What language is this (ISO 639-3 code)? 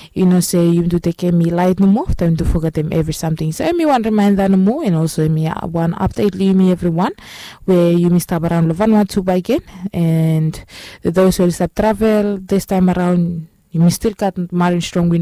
bis